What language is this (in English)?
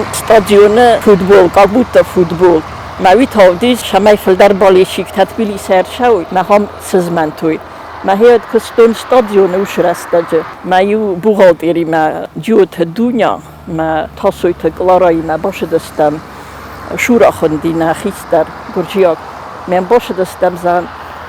Ossetic